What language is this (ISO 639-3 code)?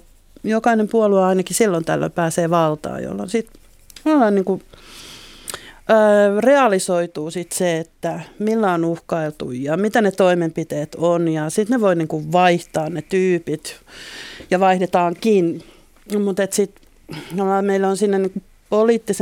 fin